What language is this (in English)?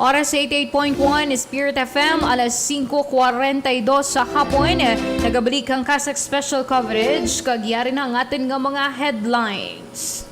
Hiligaynon